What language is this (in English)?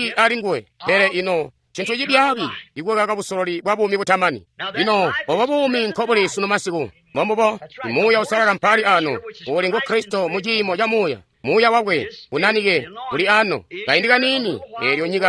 Tonga (Zambia)